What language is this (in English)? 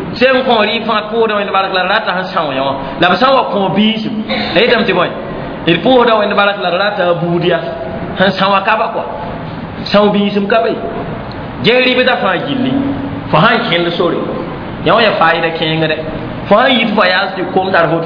Mossi